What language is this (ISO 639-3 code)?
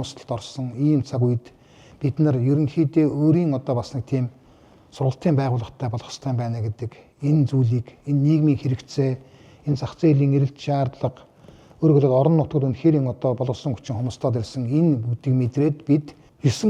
mon